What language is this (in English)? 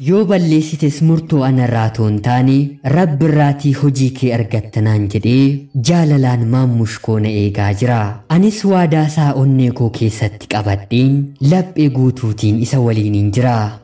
Oromo